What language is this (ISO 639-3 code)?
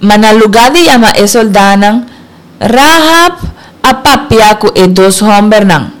pap